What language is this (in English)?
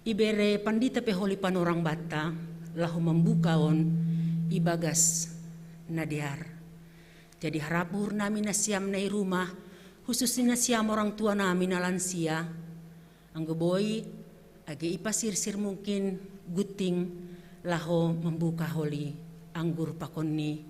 Batak Simalungun